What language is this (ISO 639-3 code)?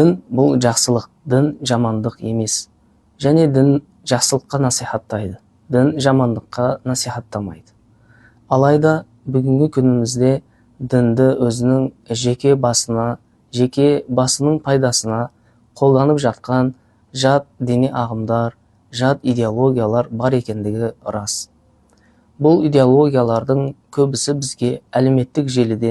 kaz